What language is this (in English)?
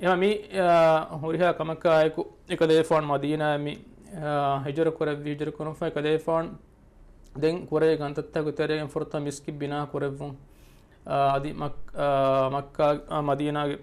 Divehi